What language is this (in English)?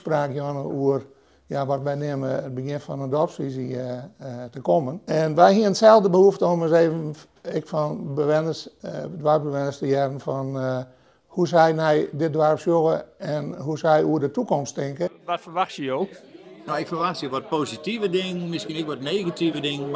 Western Frisian